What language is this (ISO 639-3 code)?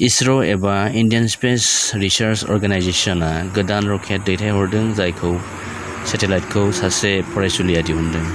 brx